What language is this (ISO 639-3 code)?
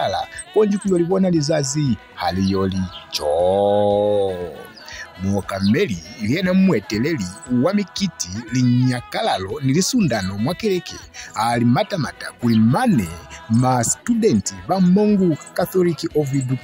loz